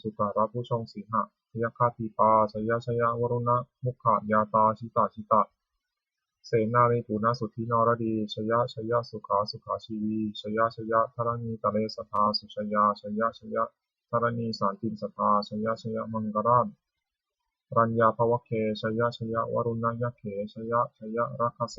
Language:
Pali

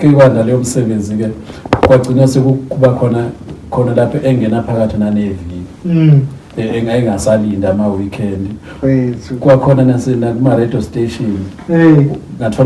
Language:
Zulu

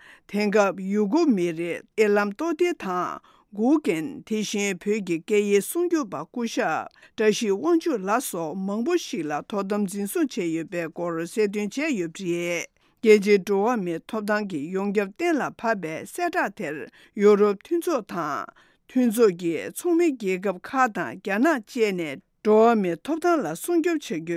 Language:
Tibetan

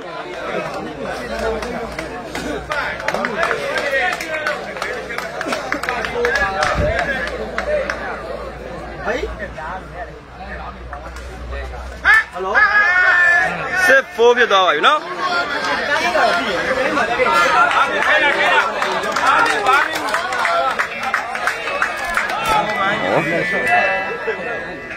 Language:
Burmese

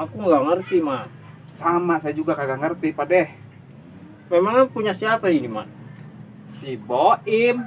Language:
Betawi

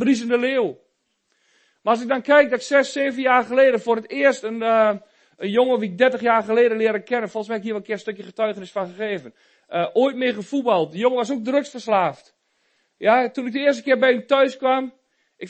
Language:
Dutch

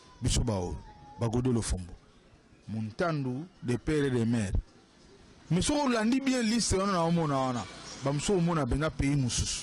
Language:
Lingala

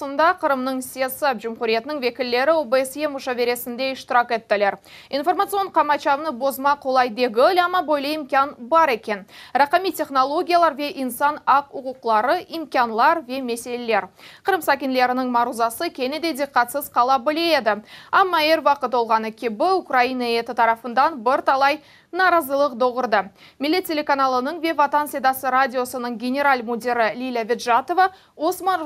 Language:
Crimean Tatar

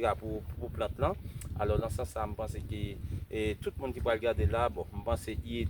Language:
Haitian Creole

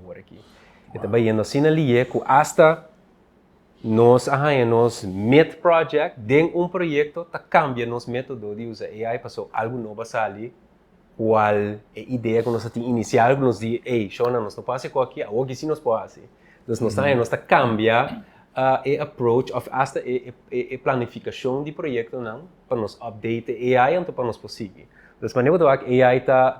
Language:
Papiamento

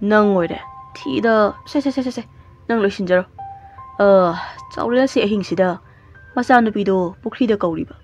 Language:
Manipuri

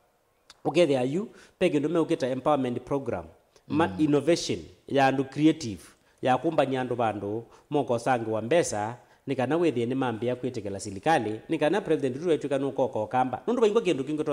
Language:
Kamba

